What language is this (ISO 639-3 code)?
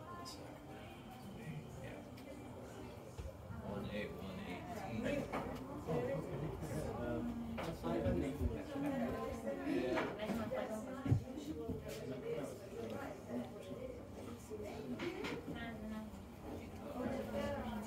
eng